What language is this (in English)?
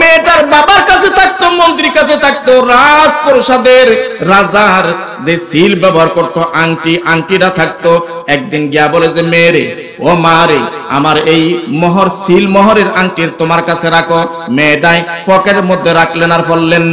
Bangla